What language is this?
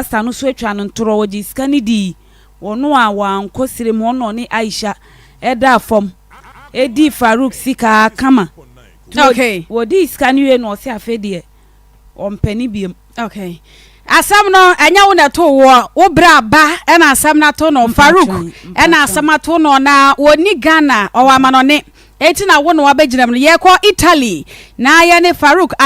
Akan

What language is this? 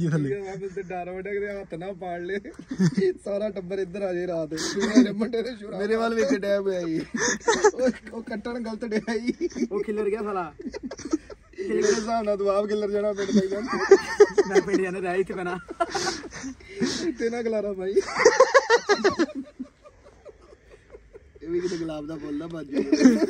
Punjabi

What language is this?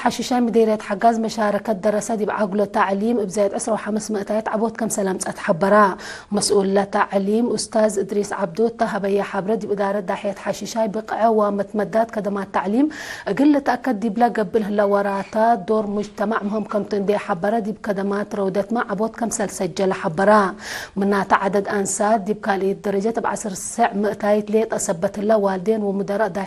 Tigre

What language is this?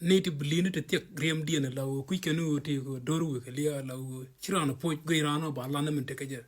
Nuer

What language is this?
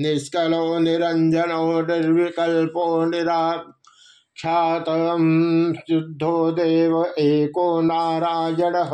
Sanskrit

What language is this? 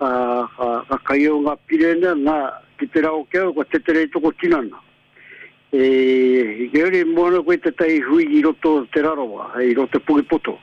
Māori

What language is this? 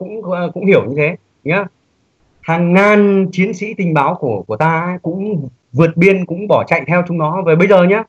Vietnamese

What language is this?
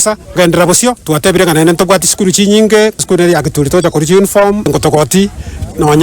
Gusii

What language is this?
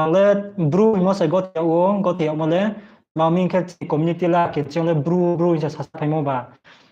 Riang (India)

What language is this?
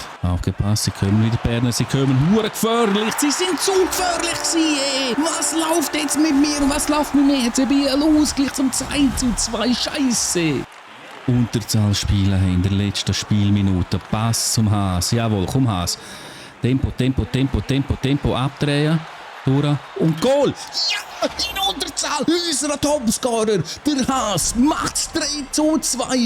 Swiss German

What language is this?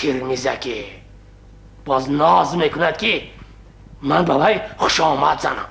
Tajik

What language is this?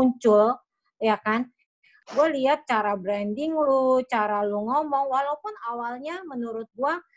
Indonesian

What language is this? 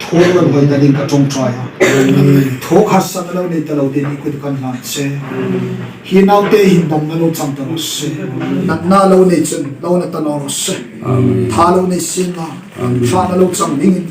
Hmar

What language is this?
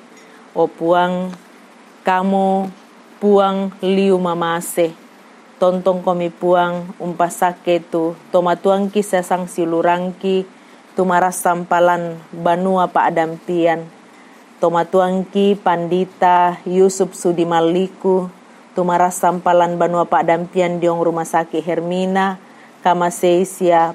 Toraja-Sa'dan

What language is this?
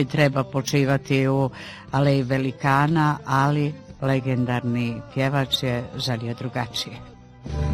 Bosnian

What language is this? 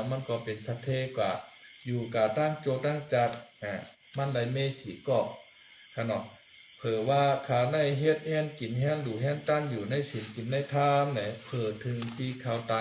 Shan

